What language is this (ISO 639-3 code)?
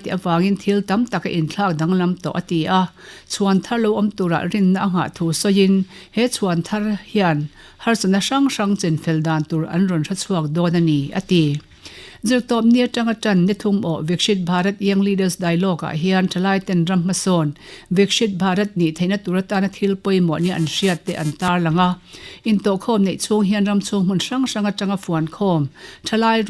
lus